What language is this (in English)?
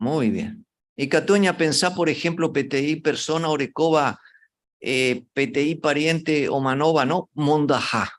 Guarani